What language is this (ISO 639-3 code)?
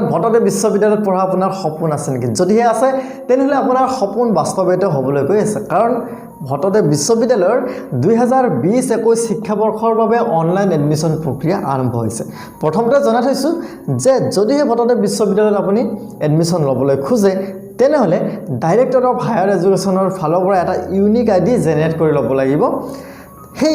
asm